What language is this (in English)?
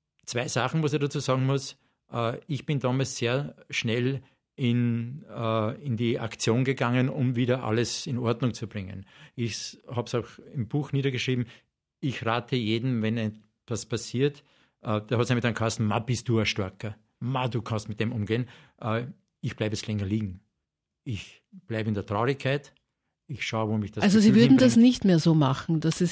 German